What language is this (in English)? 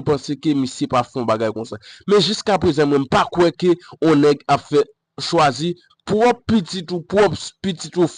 Haitian Creole